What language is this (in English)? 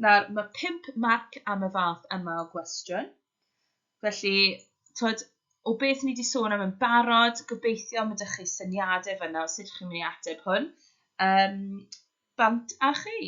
Welsh